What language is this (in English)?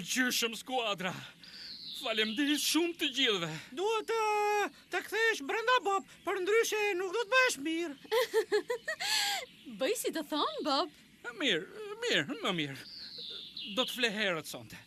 Albanian